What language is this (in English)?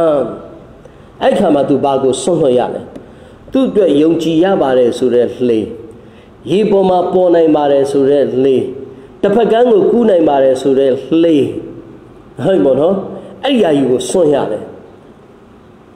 Burmese